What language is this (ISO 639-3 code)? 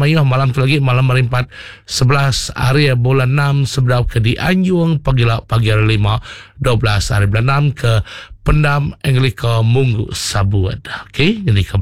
iba